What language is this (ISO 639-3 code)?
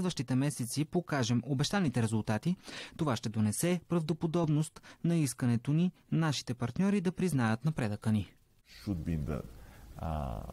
bul